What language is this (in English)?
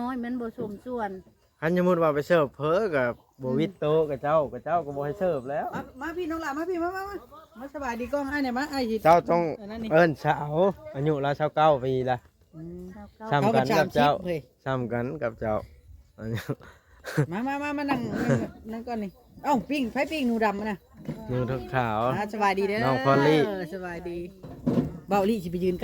Northeastern Thai